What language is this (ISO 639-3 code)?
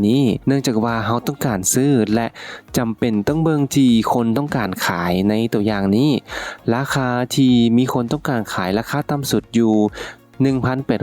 lao